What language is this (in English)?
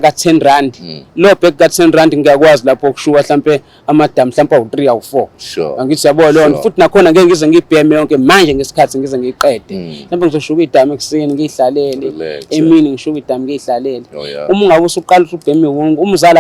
Zulu